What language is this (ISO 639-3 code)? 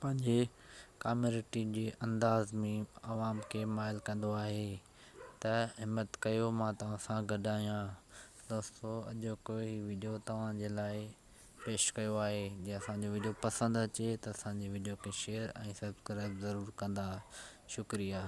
snd